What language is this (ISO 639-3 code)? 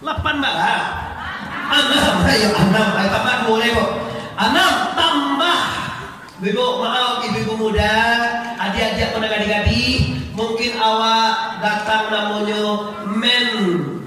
min